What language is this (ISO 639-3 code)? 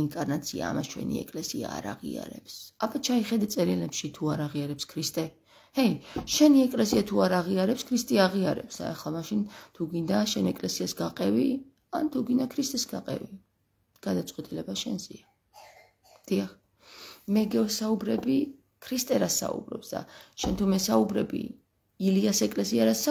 kat